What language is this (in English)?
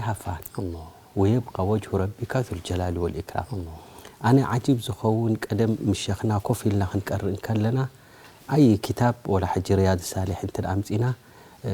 Tigrinya